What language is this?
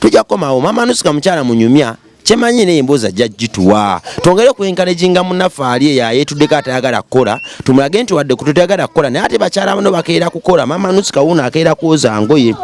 Ganda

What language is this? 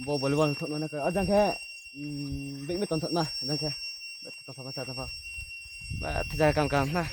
Riang (India)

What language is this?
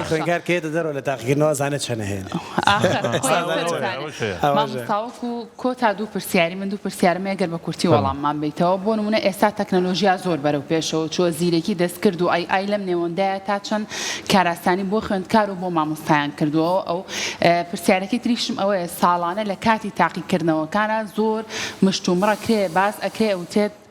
Central Kurdish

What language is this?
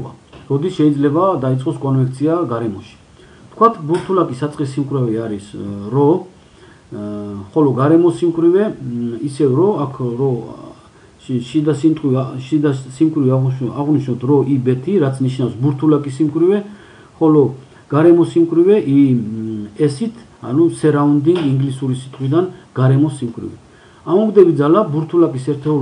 Georgian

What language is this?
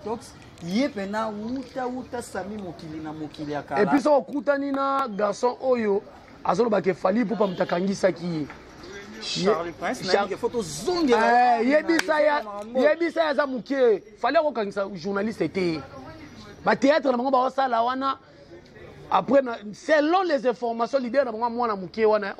Lingala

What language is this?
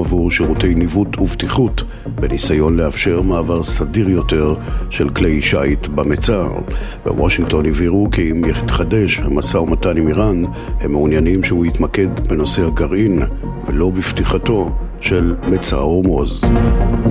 Hebrew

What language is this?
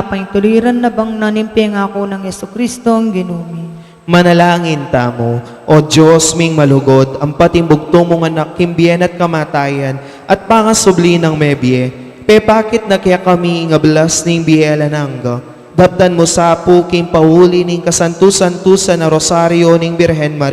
Pampanga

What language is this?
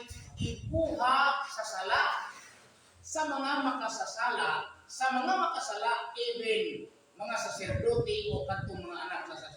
Cebuano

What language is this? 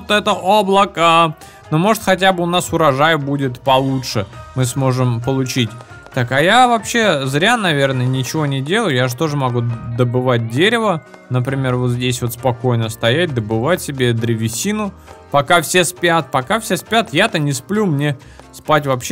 Russian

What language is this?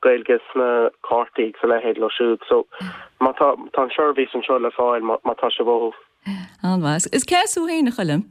Irish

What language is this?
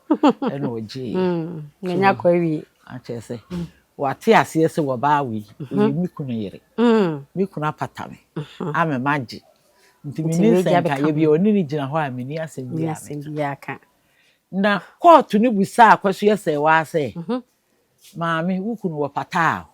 Akan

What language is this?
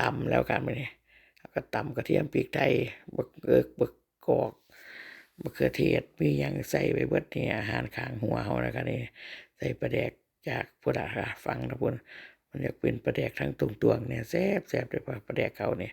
Northeastern Thai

